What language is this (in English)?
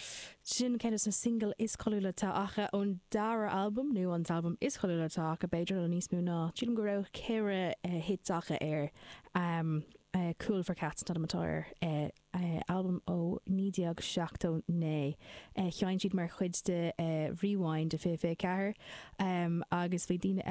Irish